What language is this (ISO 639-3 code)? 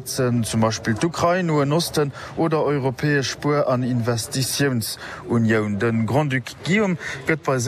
ltz